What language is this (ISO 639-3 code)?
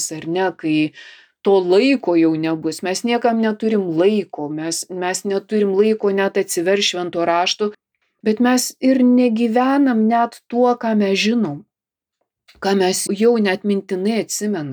lit